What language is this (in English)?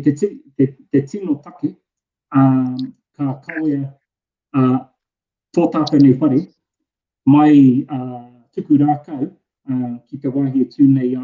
Māori